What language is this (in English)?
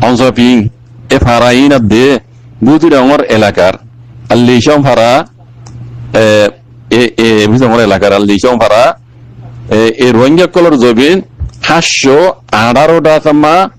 Rohingya